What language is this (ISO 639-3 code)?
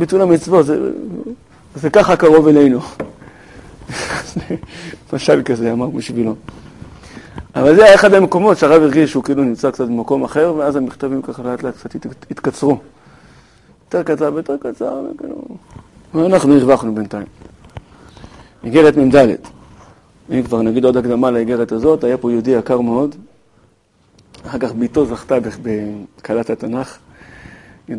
heb